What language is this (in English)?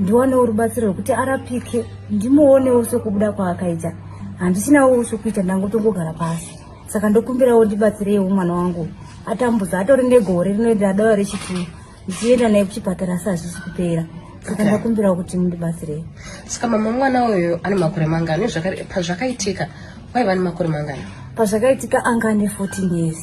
Shona